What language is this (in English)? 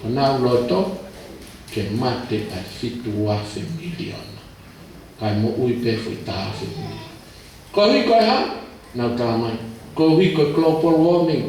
Tongan